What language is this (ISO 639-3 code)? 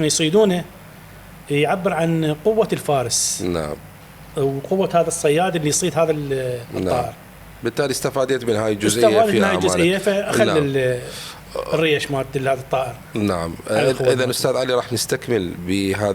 acm